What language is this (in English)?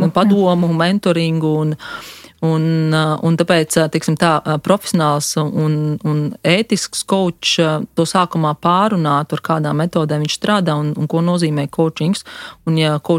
Latvian